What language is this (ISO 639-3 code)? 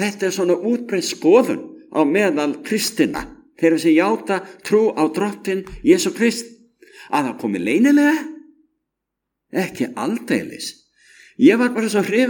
isl